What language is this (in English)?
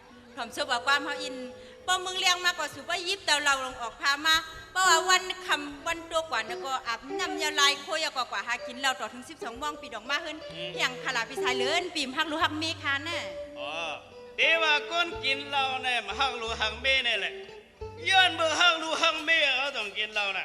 Shan